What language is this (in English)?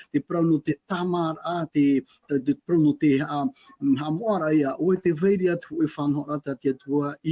Tahitian